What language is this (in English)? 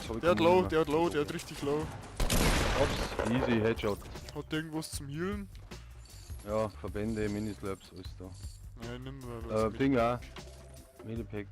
Bavarian